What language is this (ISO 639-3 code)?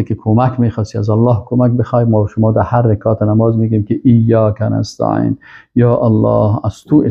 fas